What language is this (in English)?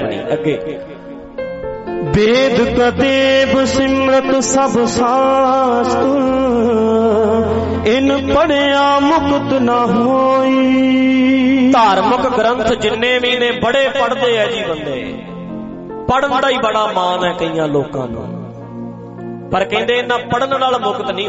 Punjabi